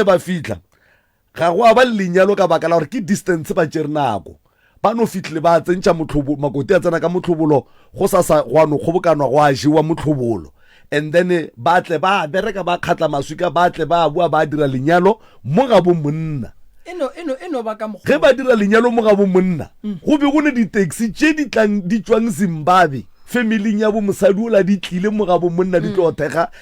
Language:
Northern Sotho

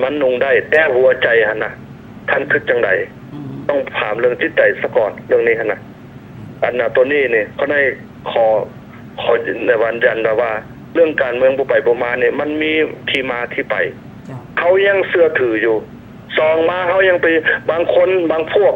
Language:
Lao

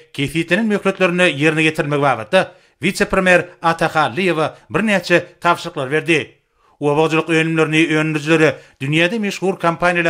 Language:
Turkmen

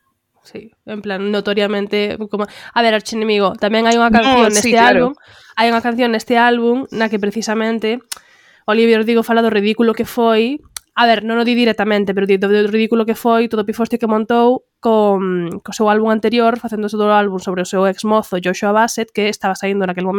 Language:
Galician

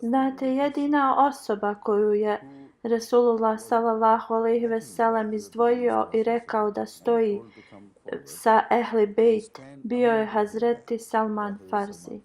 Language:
Bosnian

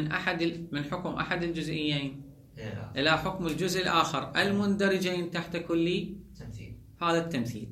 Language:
Mesopotamian Arabic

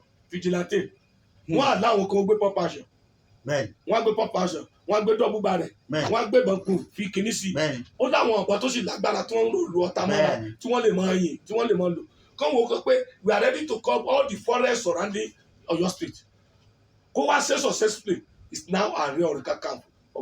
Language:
Yoruba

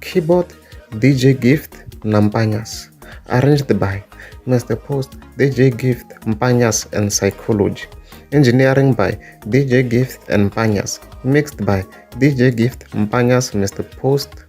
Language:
Tsonga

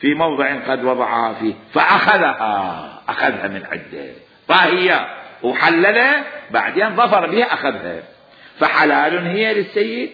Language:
Mesopotamian Arabic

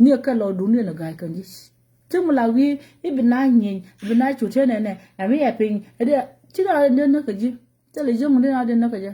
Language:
Nuer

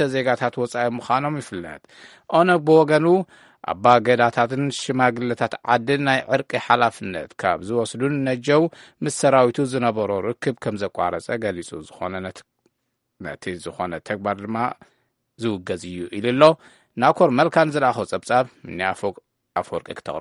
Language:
Tigrinya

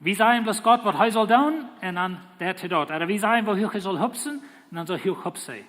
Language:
Plautdietsch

